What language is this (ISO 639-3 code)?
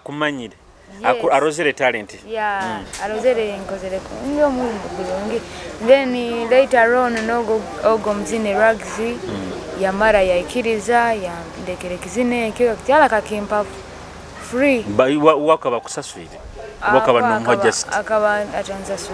nyo